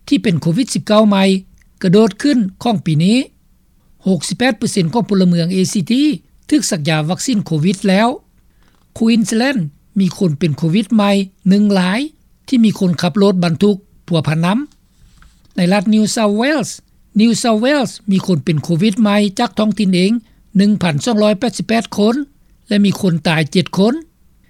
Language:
Lao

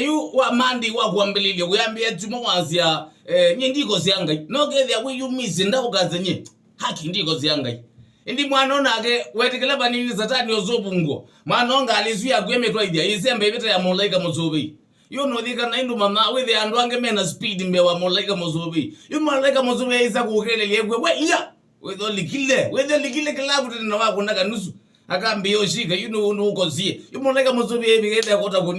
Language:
Kamba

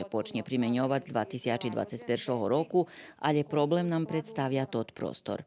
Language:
Rusyn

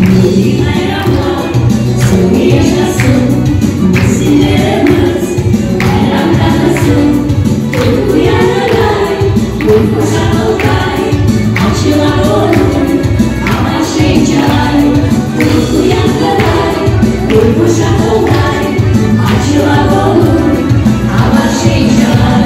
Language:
Crimean Tatar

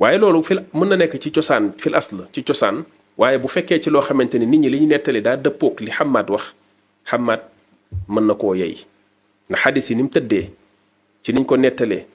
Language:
Wolof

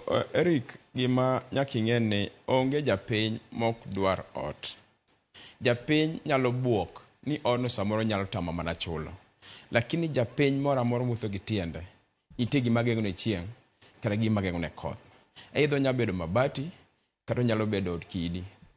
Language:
Luo (Kenya and Tanzania)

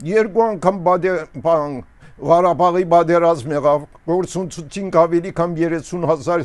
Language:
Armenian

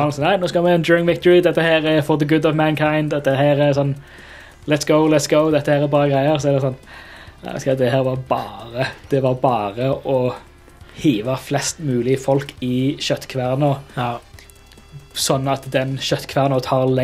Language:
Norwegian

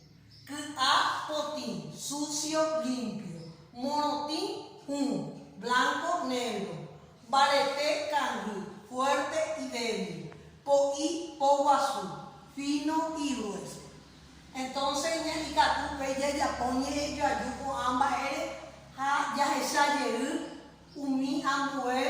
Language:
Guarani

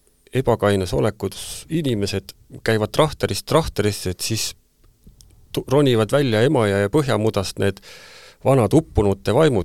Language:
Estonian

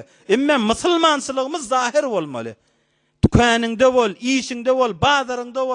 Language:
Turkmen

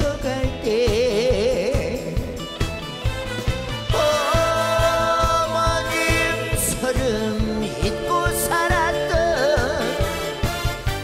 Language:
Korean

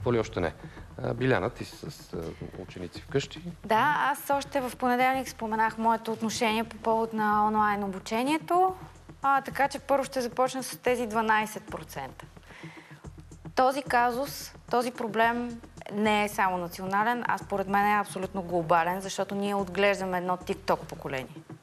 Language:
Bulgarian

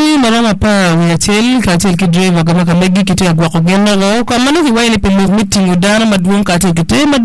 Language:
Acoli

